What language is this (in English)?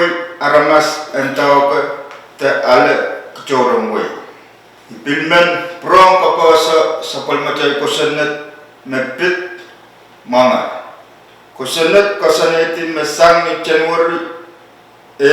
Pohnpeian